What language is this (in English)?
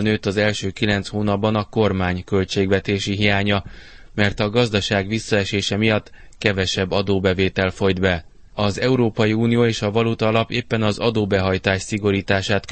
Hungarian